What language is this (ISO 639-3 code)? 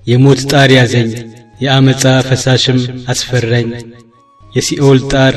amh